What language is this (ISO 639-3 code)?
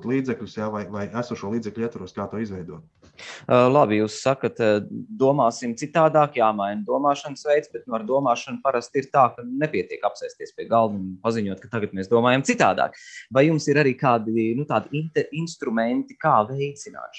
lav